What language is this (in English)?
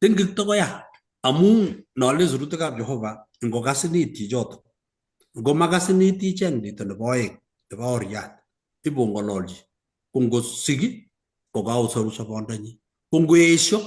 Kalenjin